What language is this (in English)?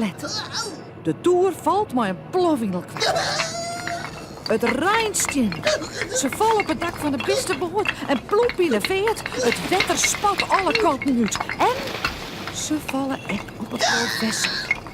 Western Frisian